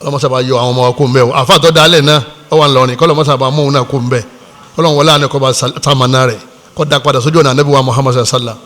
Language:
Yoruba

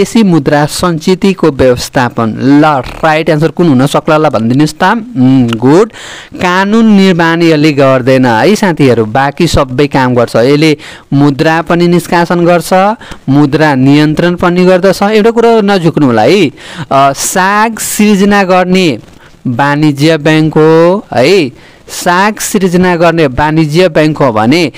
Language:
Nepali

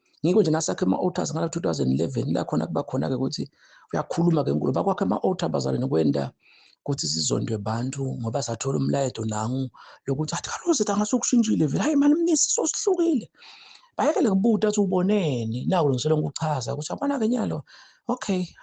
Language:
Zulu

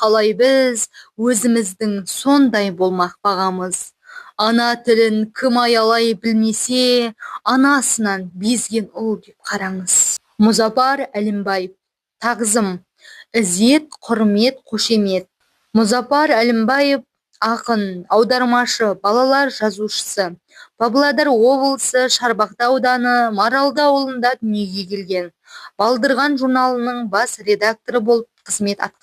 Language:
Kazakh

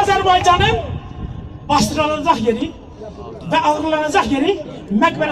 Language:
South Azerbaijani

